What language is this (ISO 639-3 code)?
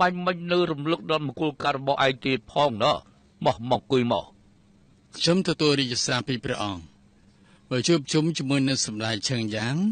khm